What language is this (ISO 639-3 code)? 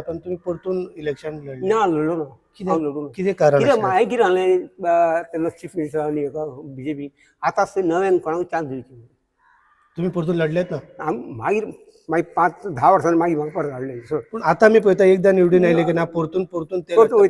kok